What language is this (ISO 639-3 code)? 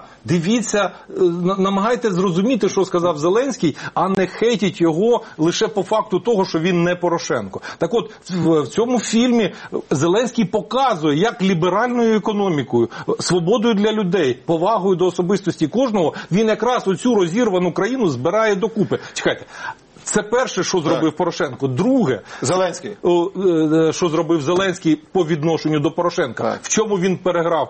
ukr